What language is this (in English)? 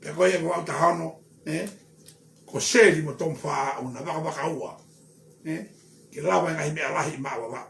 Tongan